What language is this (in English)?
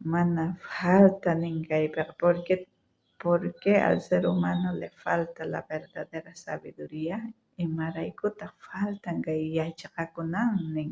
South Bolivian Quechua